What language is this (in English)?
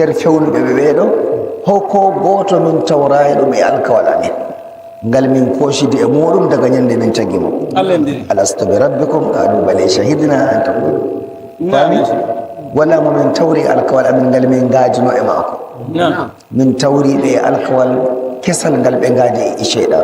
Nigerian Fulfulde